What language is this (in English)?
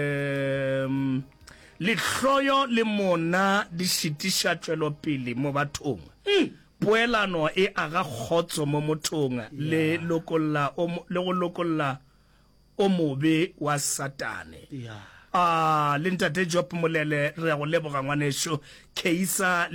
Northern Sotho